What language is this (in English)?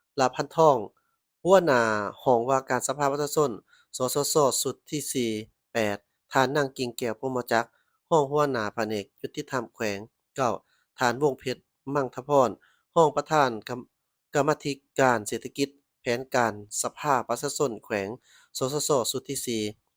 Lao